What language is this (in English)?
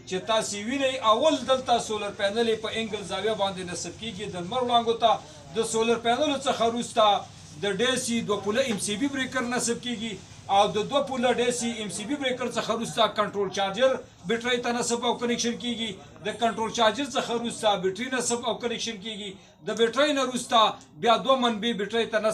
Pashto